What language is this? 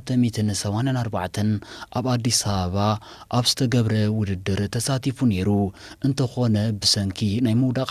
Tigrinya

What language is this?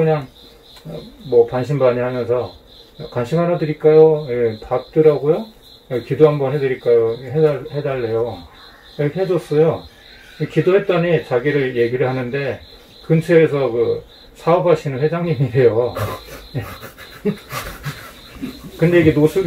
Korean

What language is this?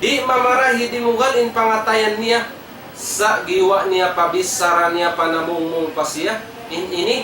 Tausug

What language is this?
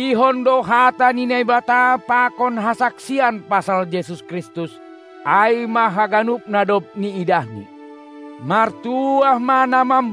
Batak Simalungun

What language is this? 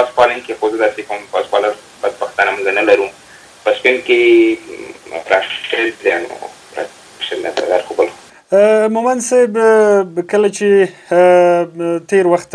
Pashto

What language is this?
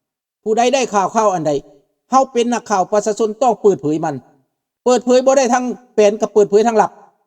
Lao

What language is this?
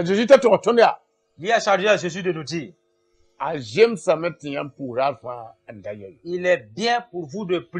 Mossi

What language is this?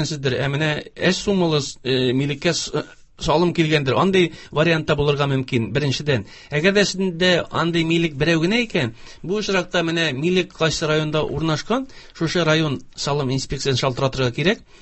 Tatar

